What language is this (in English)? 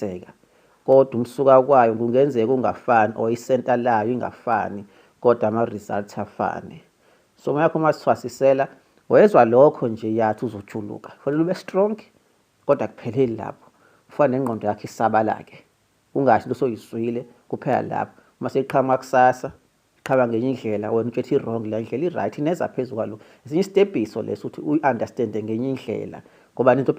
Zulu